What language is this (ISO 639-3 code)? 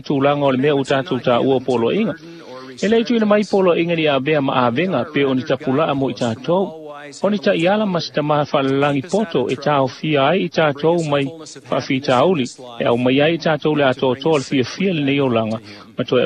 smo